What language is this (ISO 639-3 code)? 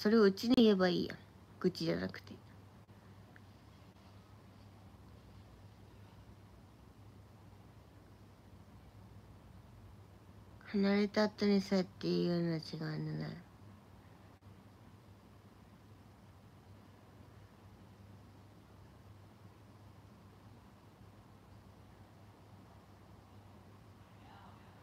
jpn